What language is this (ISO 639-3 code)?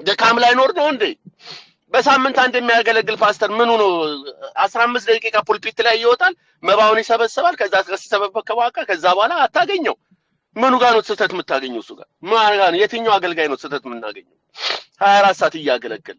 amh